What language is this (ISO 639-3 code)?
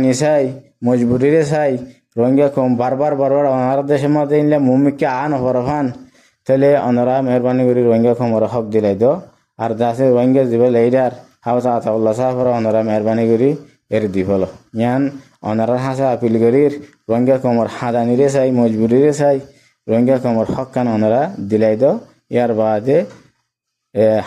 rhg